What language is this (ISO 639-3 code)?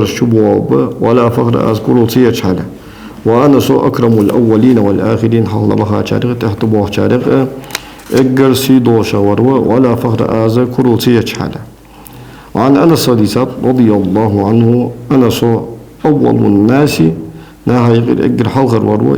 inh